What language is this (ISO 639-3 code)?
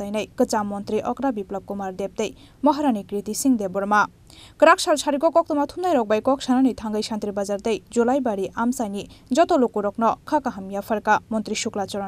trp